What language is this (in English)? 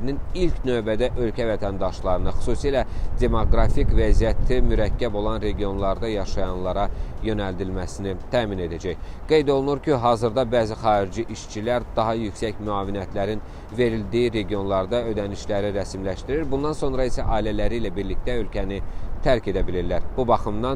Azerbaijani